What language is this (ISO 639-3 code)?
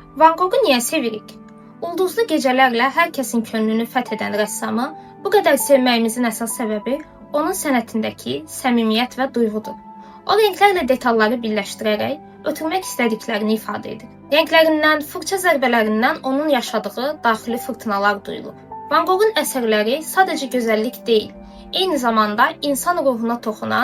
aze